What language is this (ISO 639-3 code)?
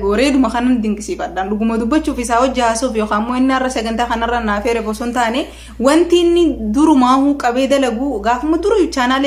orm